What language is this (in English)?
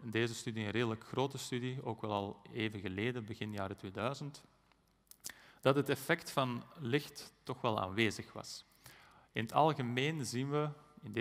Dutch